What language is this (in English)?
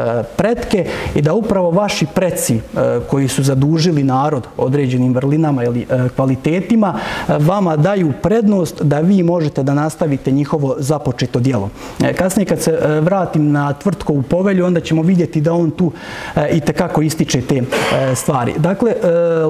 Serbian